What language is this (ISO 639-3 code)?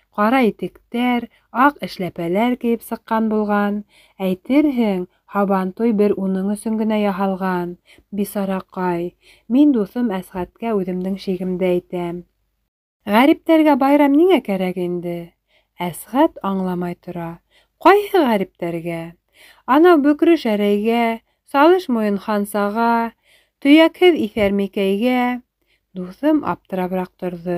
bak